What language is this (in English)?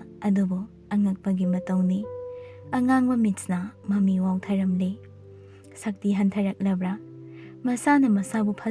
Manipuri